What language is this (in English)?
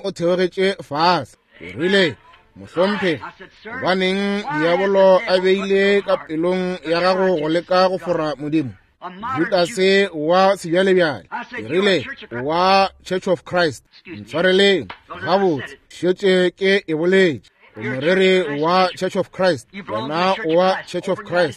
Northern Sotho